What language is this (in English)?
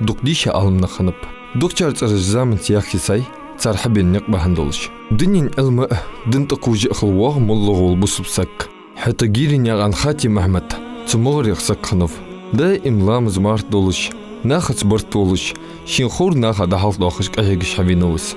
Ingush